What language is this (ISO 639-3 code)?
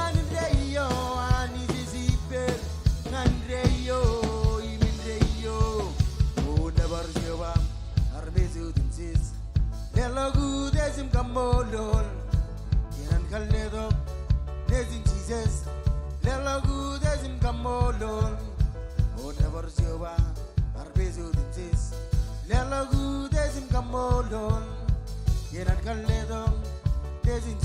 mah